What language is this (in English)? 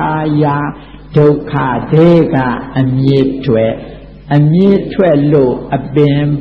Burmese